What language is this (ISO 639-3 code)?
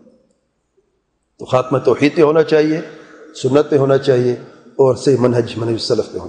urd